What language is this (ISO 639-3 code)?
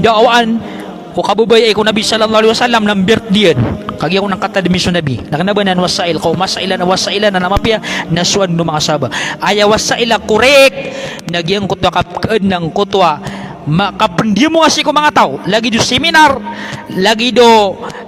mrw